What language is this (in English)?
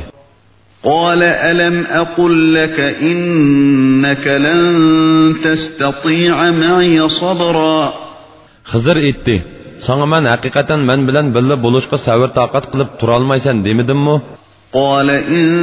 Uyghur